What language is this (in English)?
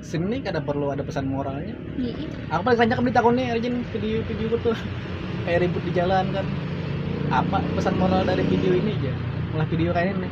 Banjar